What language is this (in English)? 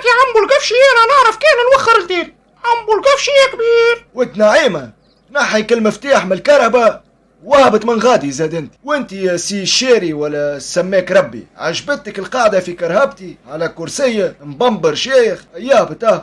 Tunisian Arabic